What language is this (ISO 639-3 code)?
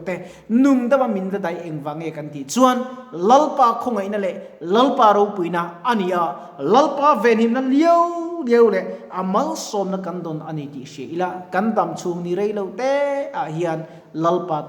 lus